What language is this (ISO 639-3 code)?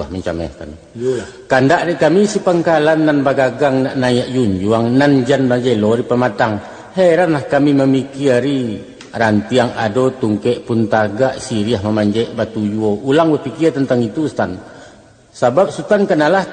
min